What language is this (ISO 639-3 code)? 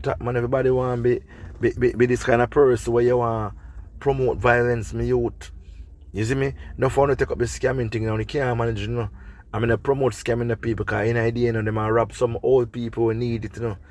jam